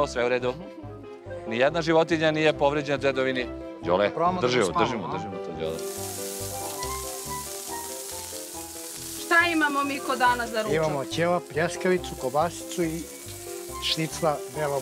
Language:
Serbian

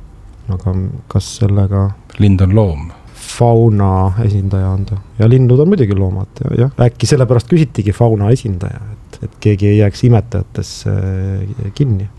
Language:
Estonian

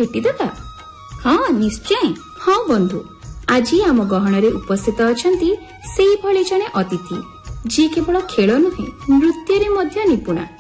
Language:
Odia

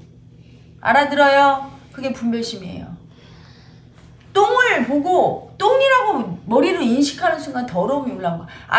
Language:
Korean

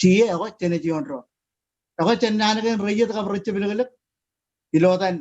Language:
Marshallese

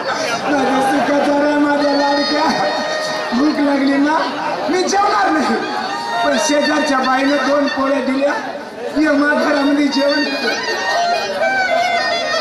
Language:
Marathi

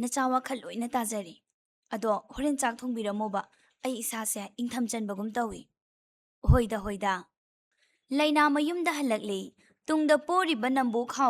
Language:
Manipuri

